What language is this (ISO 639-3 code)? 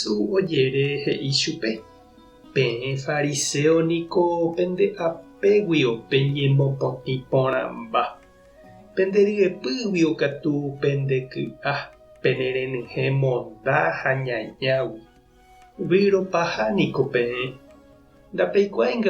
grn